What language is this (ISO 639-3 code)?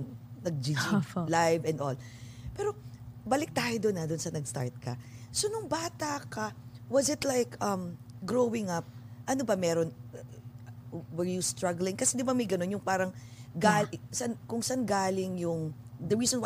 fil